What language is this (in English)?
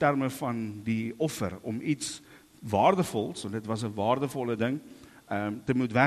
Afrikaans